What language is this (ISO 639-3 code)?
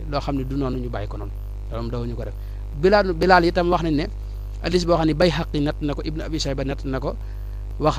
wol